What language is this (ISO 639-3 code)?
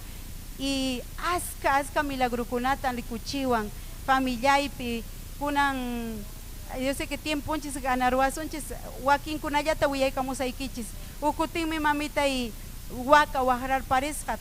quy